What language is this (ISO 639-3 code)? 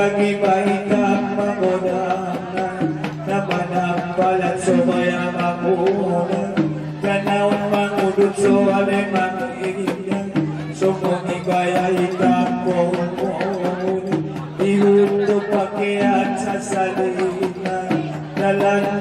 akb